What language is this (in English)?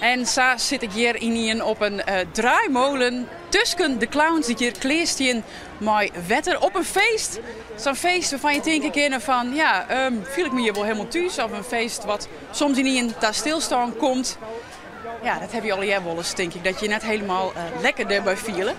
Western Frisian